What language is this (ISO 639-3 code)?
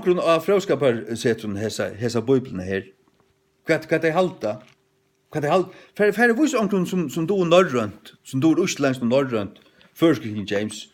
fao